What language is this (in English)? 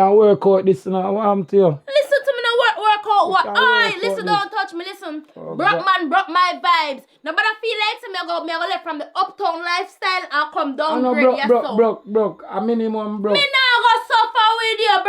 Jamaican Creole English